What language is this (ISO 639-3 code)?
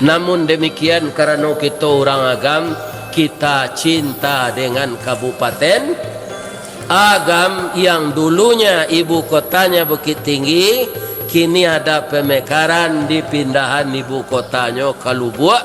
min